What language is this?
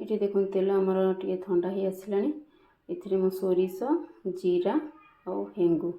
Odia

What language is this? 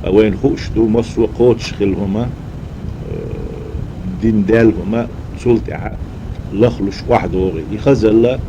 Chechen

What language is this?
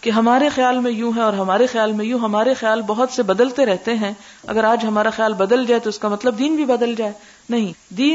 Urdu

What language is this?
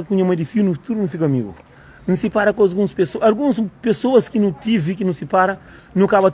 Kabuverdianu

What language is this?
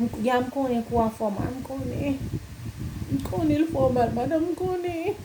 Haitian Creole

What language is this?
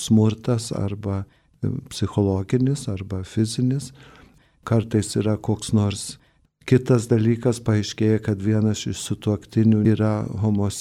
Lithuanian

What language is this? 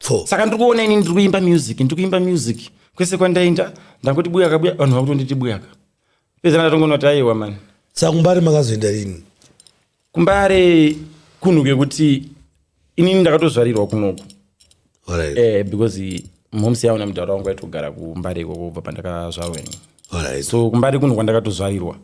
Shona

